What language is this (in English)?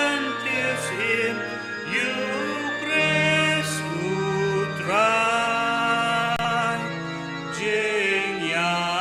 Khasi